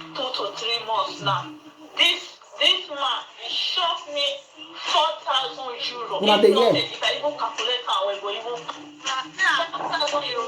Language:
Nigerian Pidgin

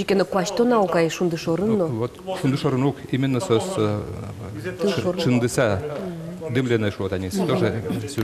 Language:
Udmurt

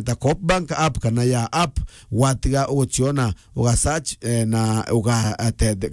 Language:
Meru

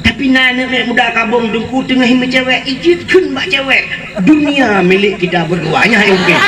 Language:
Achinese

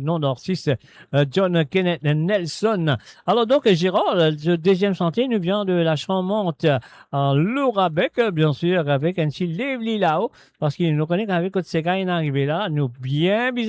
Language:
Morisyen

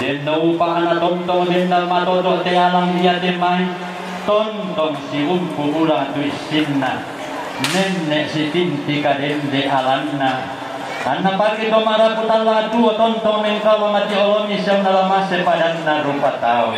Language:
Toraja-Sa'dan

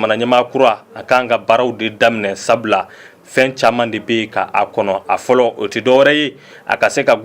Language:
Bambara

